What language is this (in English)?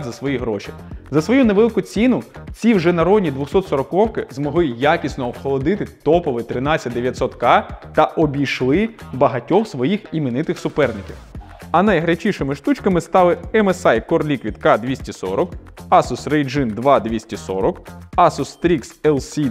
Ukrainian